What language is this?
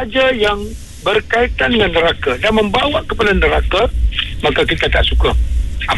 Malay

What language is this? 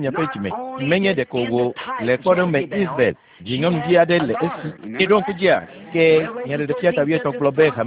Ewe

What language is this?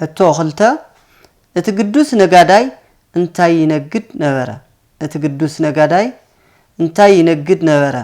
Tigrinya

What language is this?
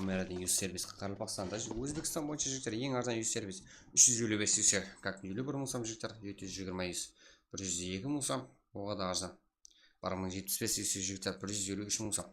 Kara-Kalpak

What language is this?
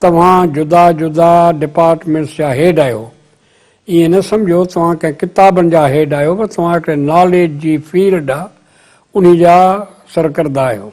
Sindhi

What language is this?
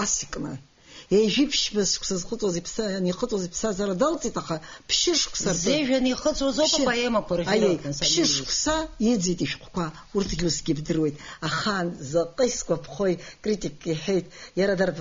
Abkhazian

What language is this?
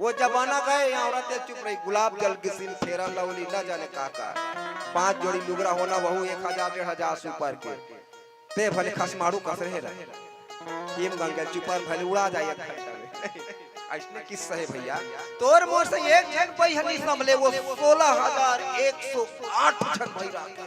Chhattisgarhi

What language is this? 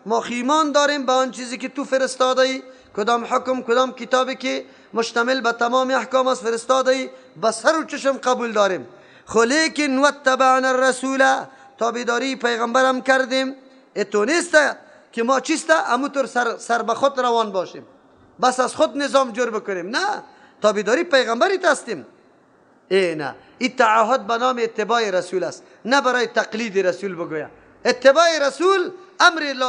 Persian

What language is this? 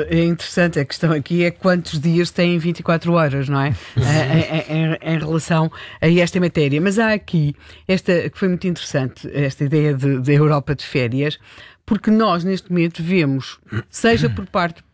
Portuguese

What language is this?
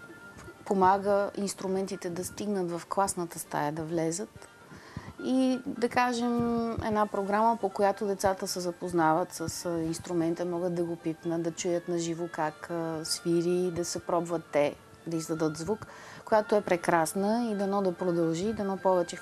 Bulgarian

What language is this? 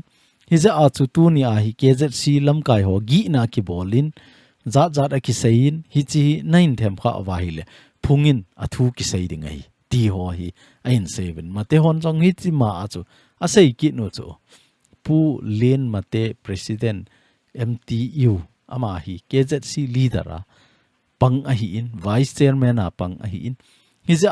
Thado Chin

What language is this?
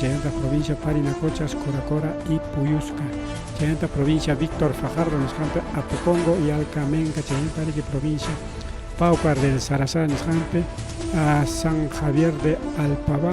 Ayacucho Quechua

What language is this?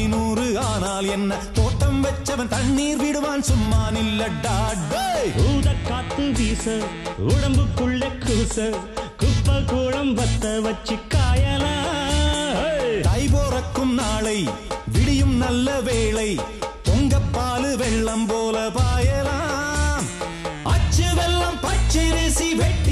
Tamil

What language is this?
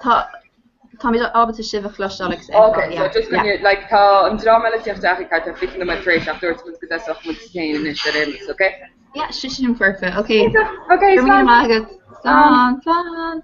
Irish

